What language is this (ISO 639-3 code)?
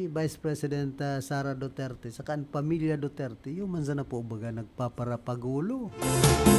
bik